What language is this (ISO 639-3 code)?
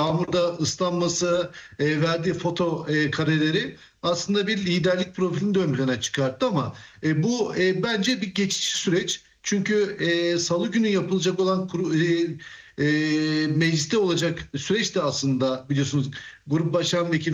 tur